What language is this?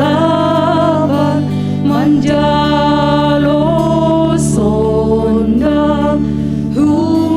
Batak Simalungun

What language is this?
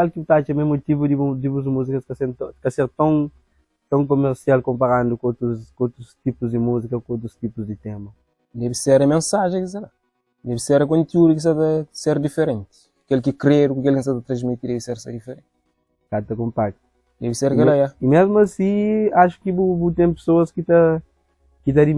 Kabuverdianu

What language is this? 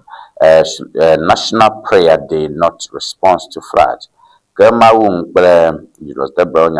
Ewe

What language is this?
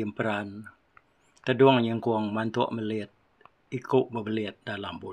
Iban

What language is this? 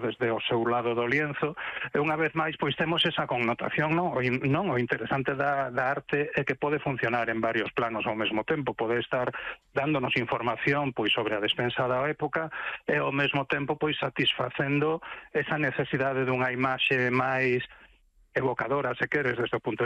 Galician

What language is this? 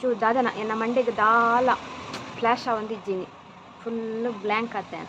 Tulu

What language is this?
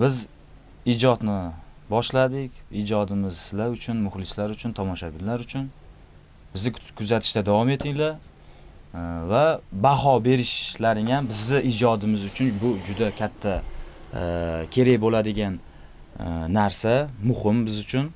Uzbek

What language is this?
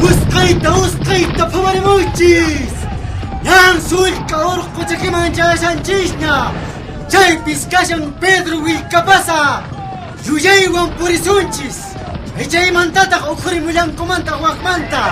Quechua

